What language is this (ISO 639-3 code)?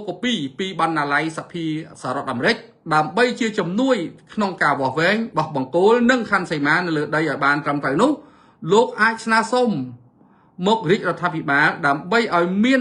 khm